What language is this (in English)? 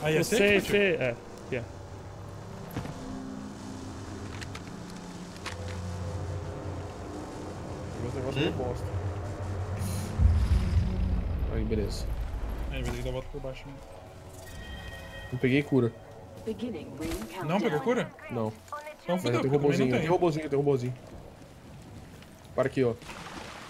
Portuguese